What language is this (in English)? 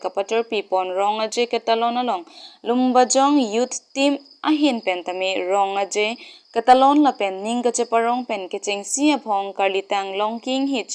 Karbi